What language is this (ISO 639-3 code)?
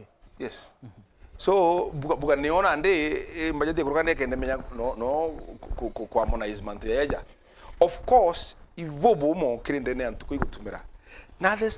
mer